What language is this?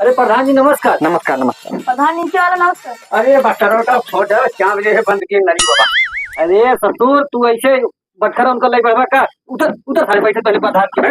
Awadhi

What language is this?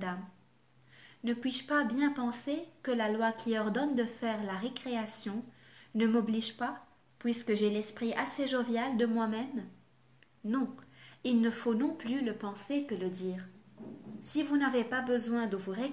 French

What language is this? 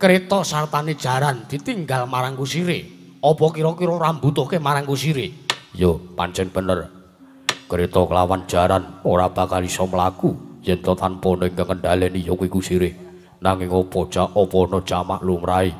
Javanese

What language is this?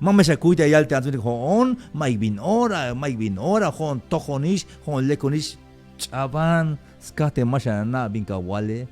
Tzeltal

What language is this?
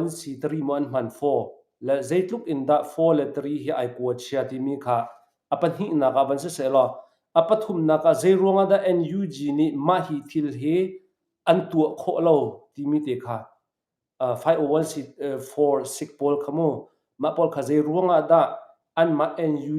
Hakha Chin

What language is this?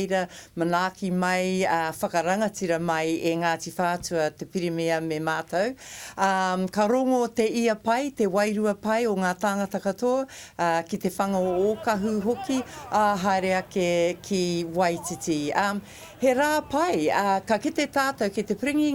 Māori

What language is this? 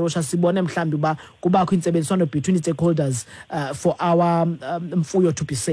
Xhosa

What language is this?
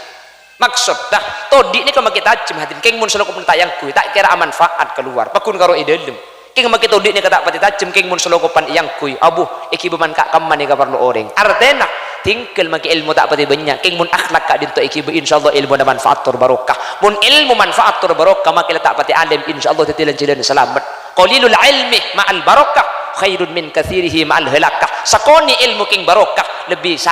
Madurese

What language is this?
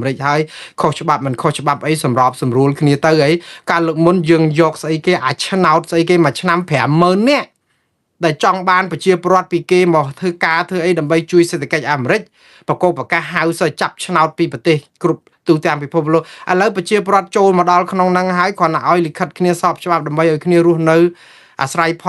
Khmer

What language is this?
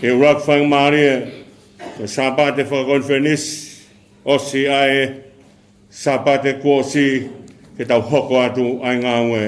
Tongan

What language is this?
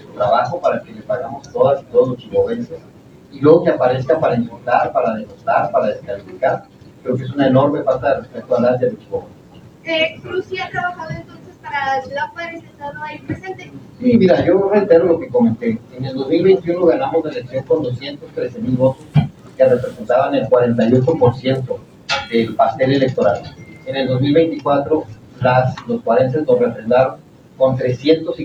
Spanish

